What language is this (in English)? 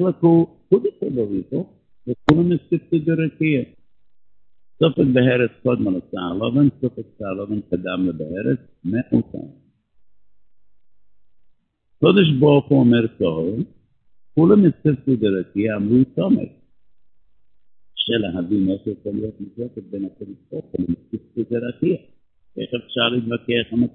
Hebrew